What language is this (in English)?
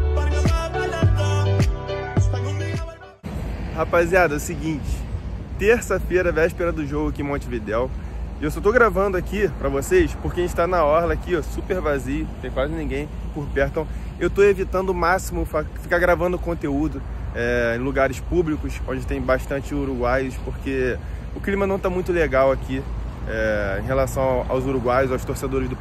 Portuguese